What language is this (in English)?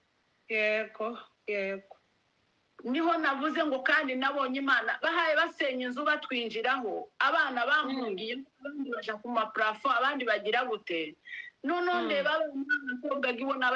Kinyarwanda